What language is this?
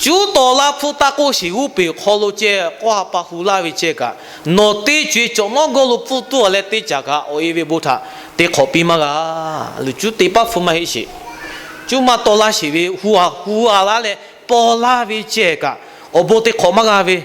Lahu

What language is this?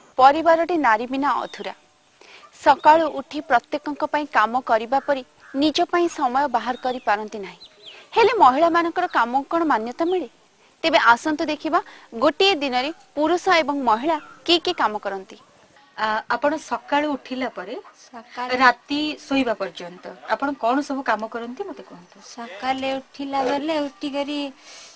Odia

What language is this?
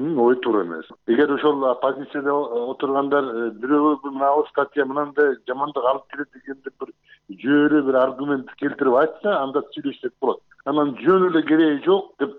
Kyrgyz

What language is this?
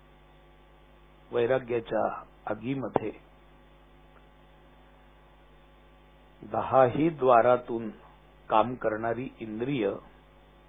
Marathi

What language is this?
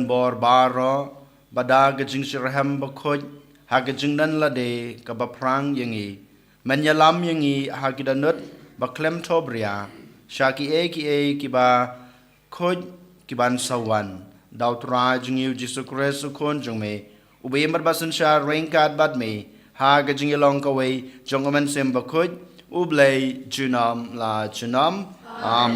Khasi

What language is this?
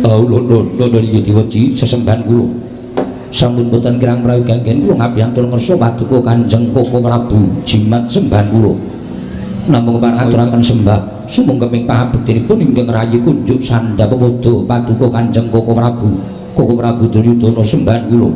Javanese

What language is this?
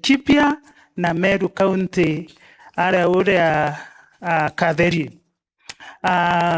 Meru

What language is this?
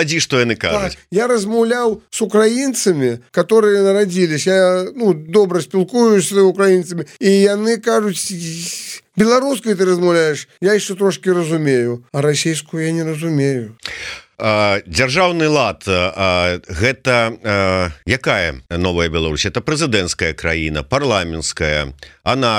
Belarusian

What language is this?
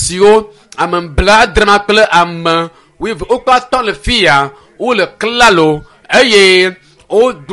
Ewe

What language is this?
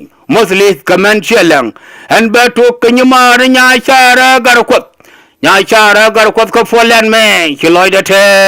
Nuer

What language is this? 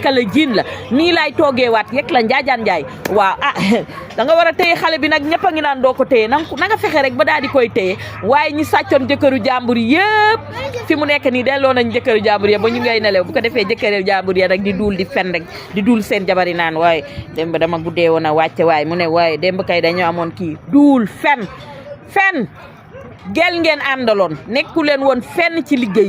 Wolof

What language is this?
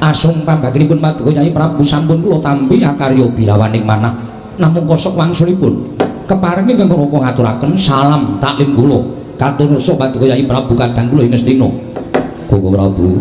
Javanese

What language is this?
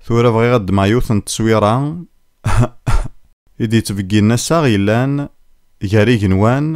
Kabyle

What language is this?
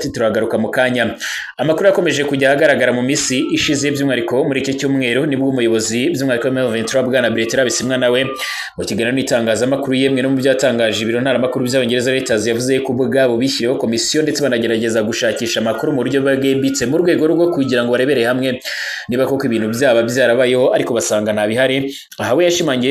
Kinyarwanda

